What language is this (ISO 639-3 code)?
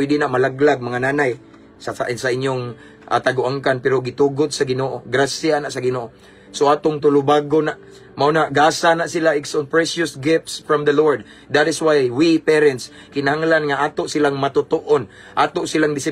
ceb